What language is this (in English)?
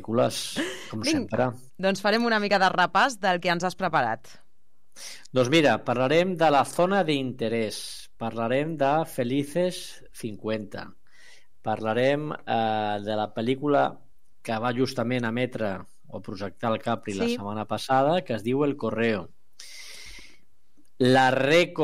Catalan